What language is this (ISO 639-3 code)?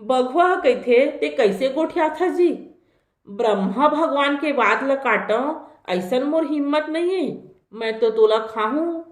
hne